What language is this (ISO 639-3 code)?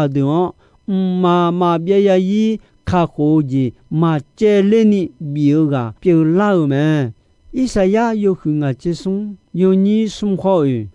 ahk